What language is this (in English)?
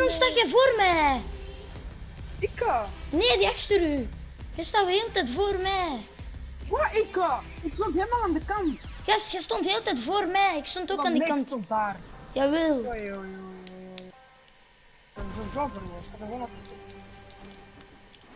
Dutch